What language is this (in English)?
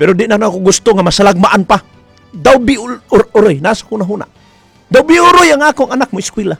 Cebuano